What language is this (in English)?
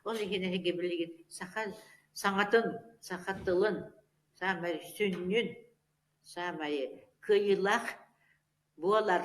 Yakut